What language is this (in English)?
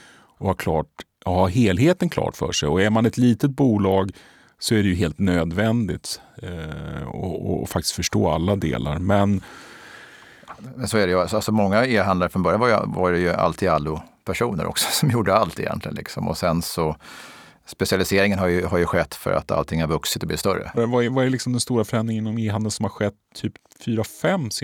Swedish